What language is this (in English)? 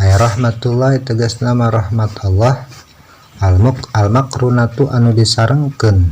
Sundanese